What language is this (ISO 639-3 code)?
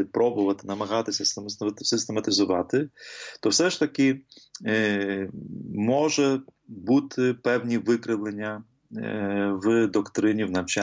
ukr